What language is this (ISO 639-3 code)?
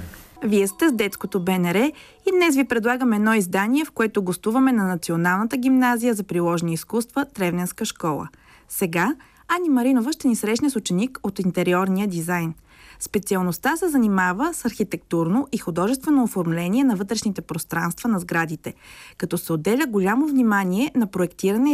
bul